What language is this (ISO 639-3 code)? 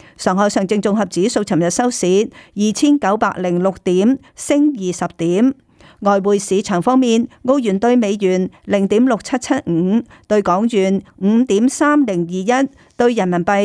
yue